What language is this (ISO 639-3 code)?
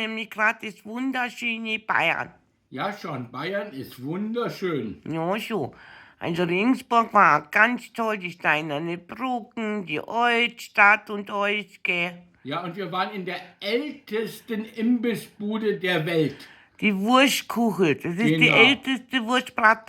bar